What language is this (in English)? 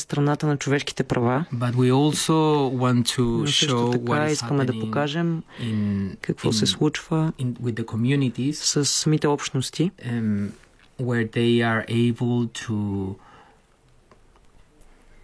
Bulgarian